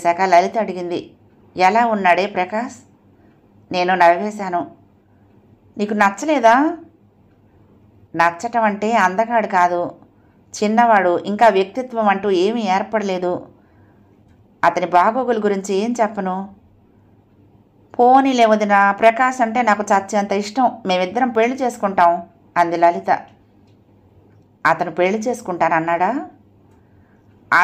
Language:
Telugu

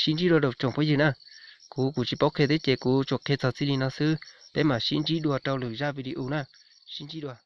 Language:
Hmong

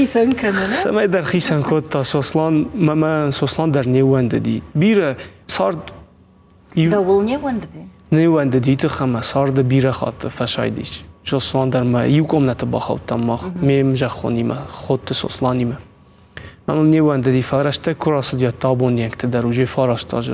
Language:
Ossetic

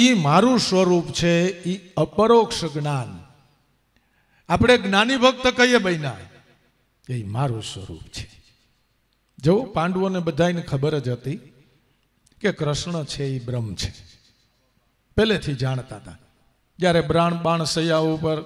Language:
Gujarati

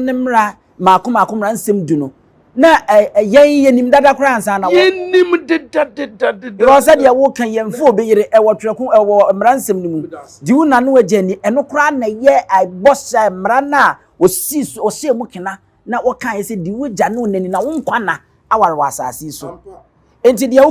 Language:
Akan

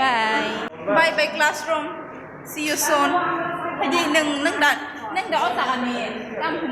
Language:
Kok Borok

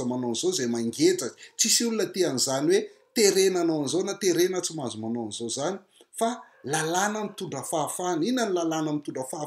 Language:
Malagasy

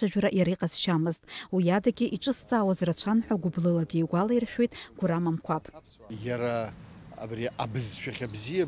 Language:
Abkhazian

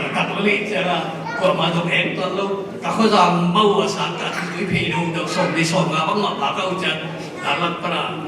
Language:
Tedim Chin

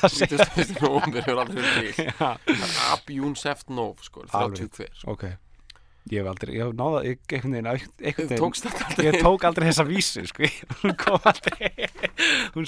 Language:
Icelandic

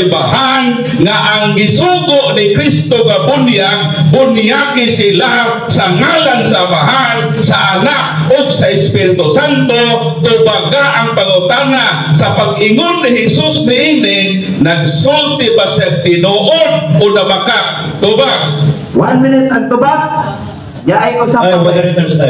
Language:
Cebuano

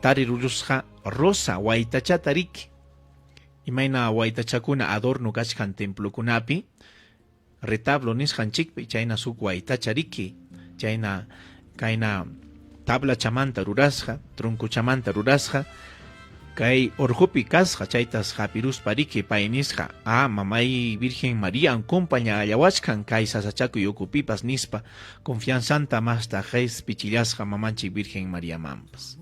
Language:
Ayacucho Quechua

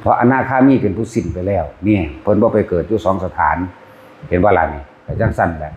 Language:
Northeastern Thai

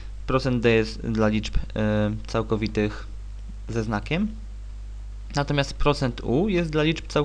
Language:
Polish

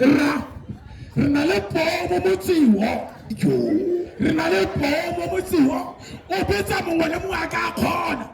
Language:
Tswana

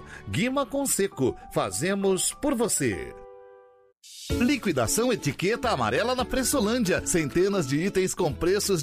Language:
Portuguese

